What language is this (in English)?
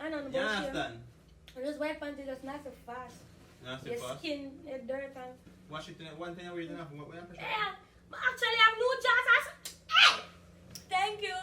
Jamaican Creole English